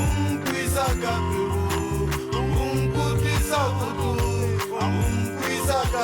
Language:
Tswana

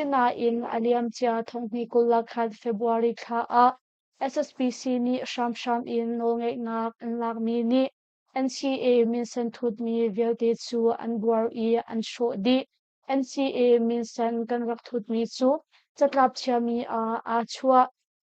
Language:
Hakha Chin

